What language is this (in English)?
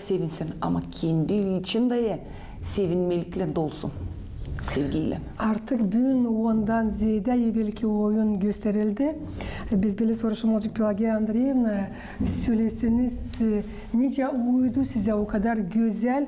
Gagauz